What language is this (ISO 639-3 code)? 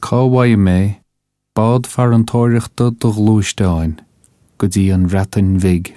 gle